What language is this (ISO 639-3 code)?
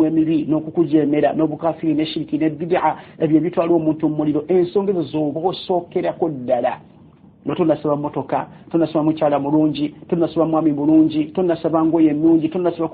lug